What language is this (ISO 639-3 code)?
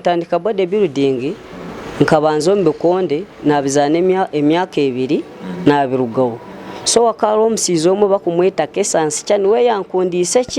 nyn